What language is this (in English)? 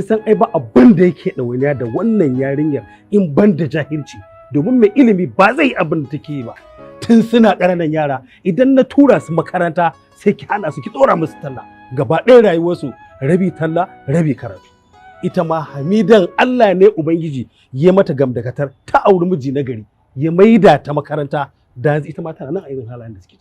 Hausa